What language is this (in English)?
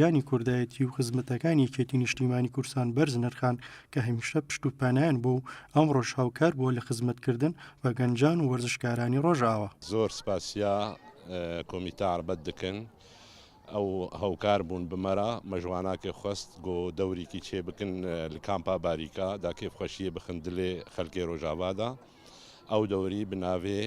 Central Kurdish